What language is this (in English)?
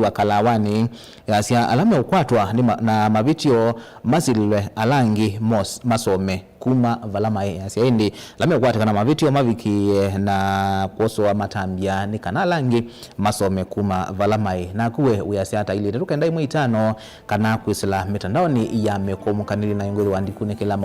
Kamba